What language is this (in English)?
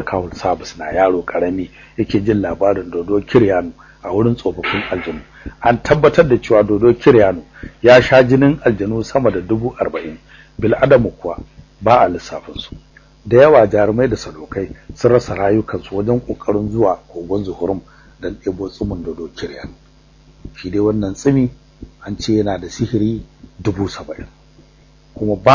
Hausa